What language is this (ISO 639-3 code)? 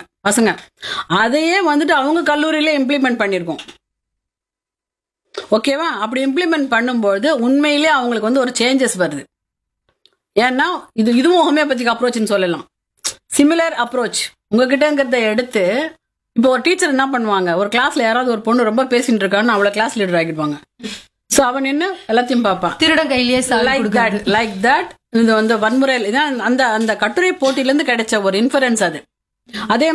tam